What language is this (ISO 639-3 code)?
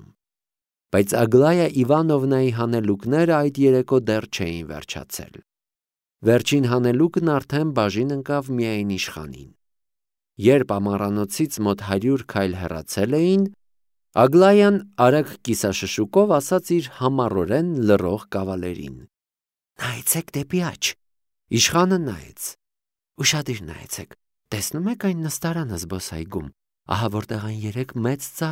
hye